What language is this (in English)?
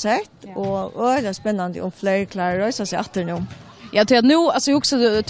Faroese